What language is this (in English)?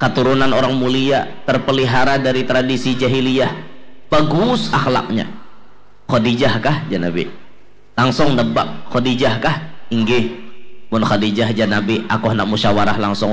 Banjar